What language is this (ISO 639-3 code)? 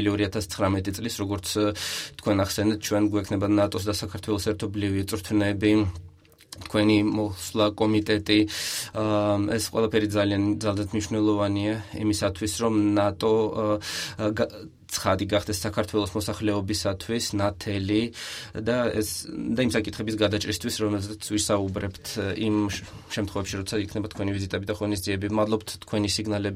kat